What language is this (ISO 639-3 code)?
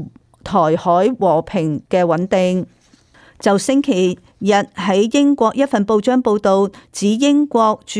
yue